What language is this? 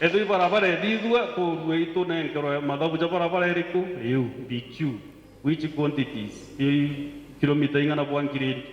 Meru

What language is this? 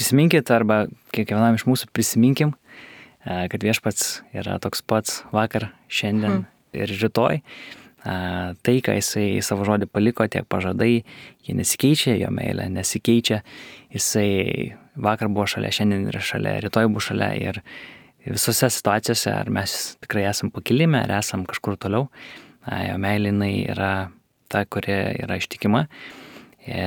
Lithuanian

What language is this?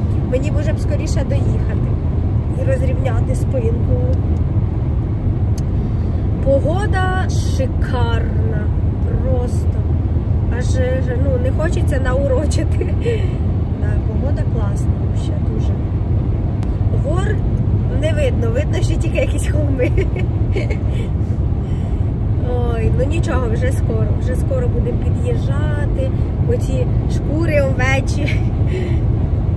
Ukrainian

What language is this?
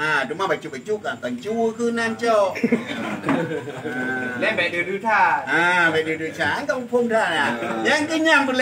Achinese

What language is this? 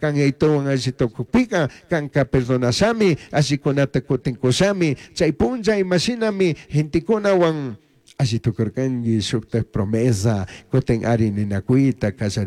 Chimborazo Highland Quichua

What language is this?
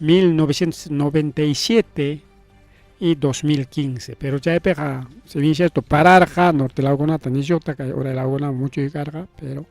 Ayacucho Quechua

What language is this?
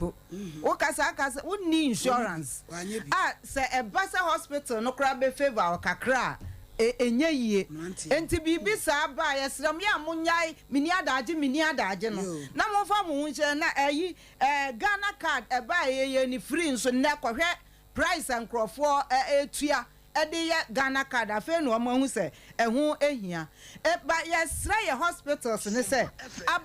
Akan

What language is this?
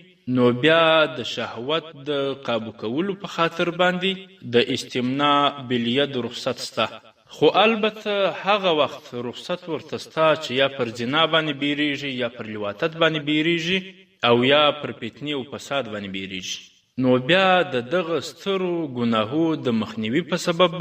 Pashto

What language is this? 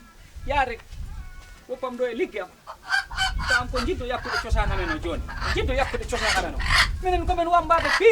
Fula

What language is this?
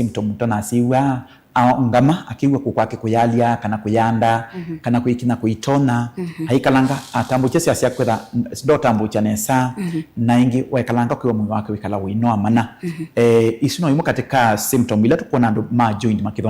Kamba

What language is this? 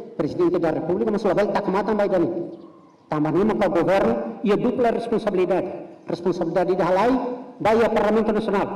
Tetum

